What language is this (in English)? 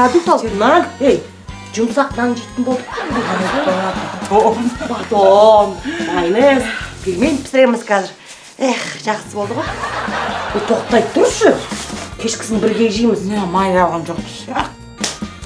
Kazakh